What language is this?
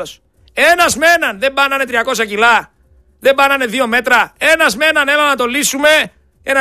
Greek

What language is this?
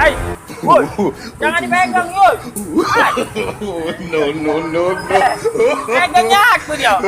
Musi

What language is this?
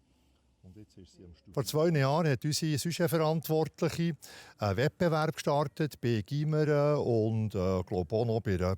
Swiss German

